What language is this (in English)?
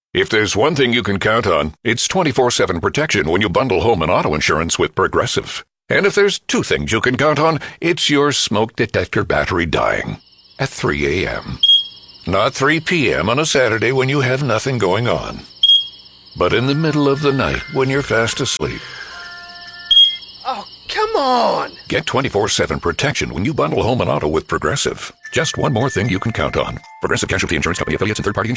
English